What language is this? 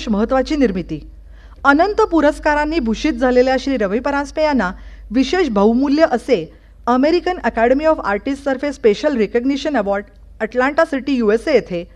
Marathi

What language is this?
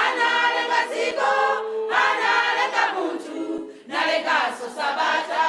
Nyanja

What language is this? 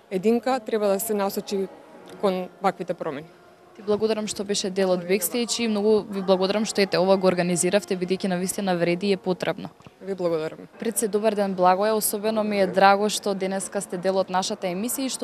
Macedonian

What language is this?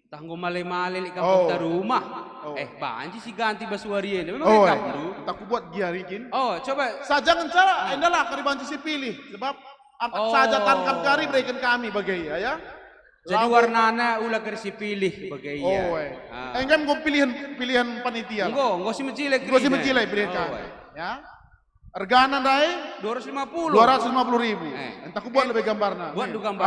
Batak Karo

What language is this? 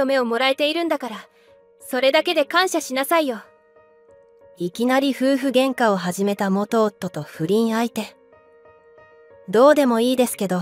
Japanese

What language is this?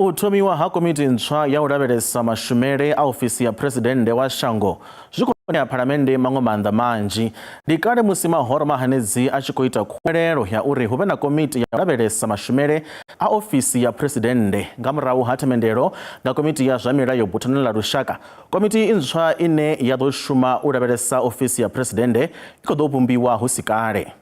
Venda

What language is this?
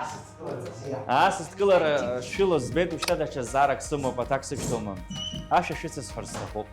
Abkhazian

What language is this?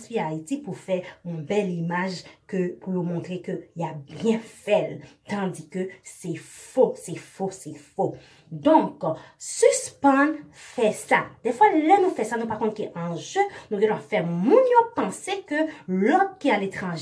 Haitian Creole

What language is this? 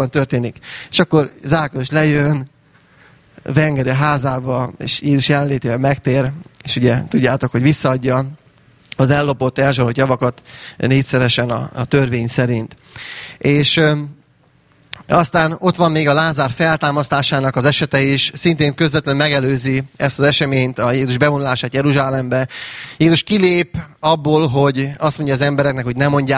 Hungarian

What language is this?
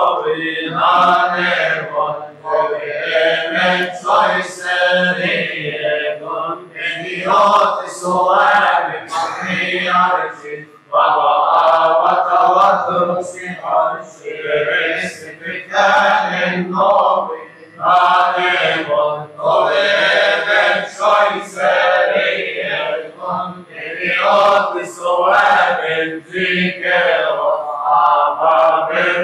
Arabic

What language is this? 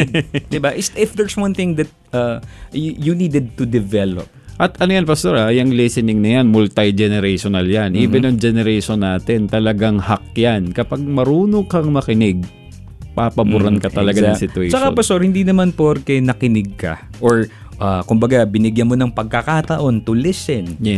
Filipino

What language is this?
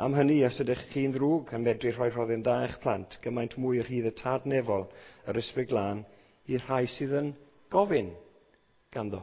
Welsh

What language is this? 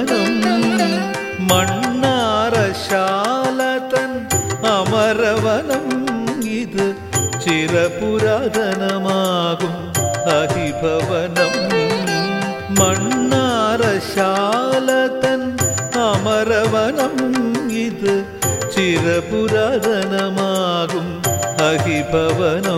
Malayalam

